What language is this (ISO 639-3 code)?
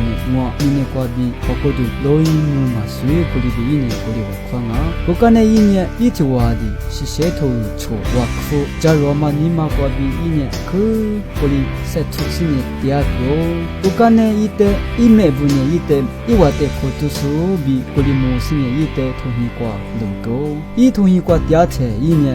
lis